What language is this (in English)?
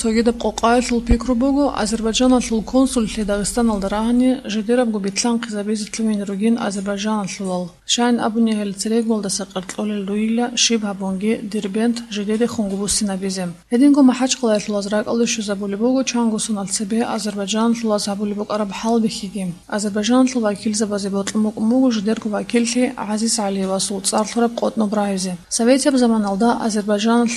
Avaric